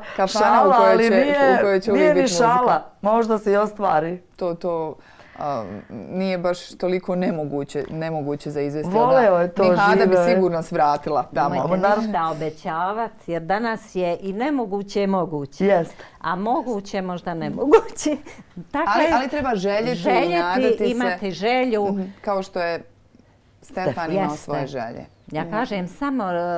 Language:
Bosnian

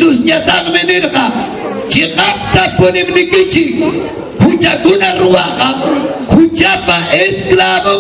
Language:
Ayacucho Quechua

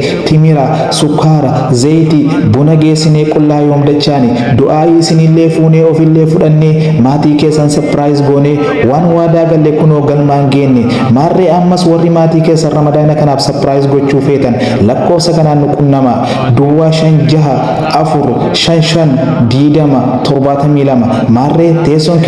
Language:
Oromo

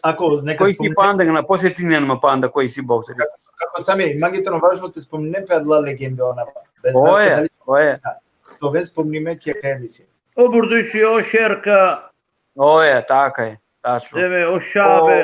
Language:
Balkan Romani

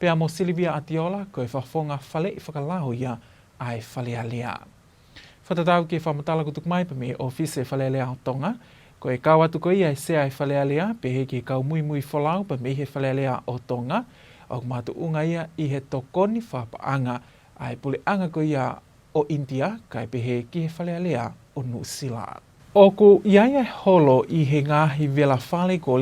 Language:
Tongan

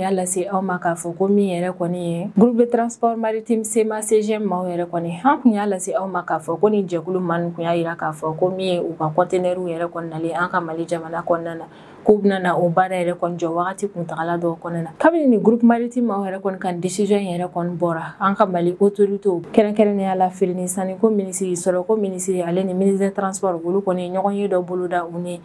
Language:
Bambara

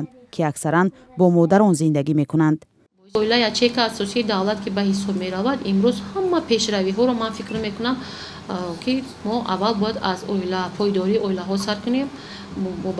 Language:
Tajik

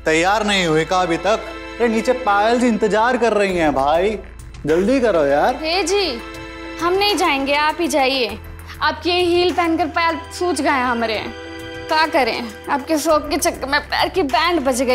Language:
Hindi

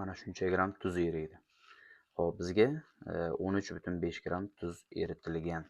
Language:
Uzbek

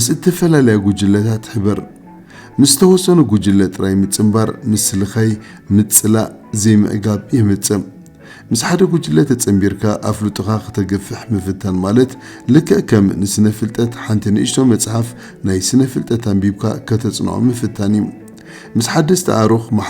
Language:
Tigrinya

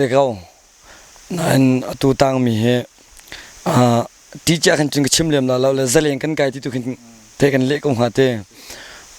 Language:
Hakha Chin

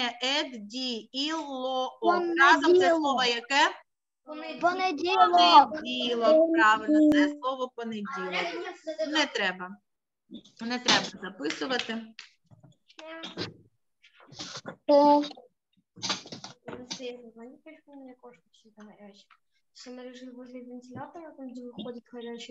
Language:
Ukrainian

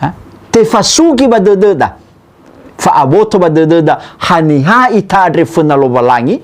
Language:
Nias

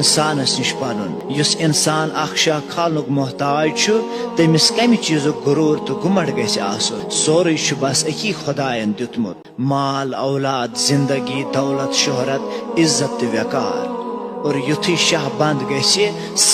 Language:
Kashmiri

